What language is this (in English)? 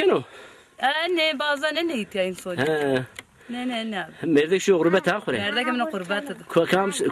Zaza